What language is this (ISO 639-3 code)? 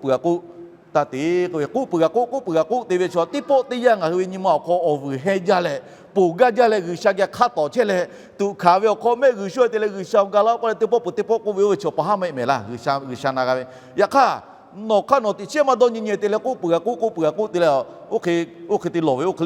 lhu